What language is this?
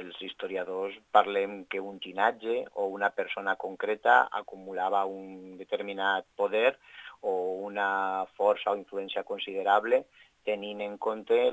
Catalan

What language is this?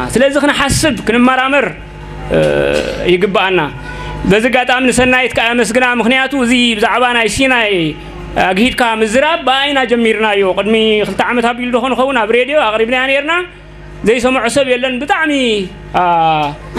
Tigrinya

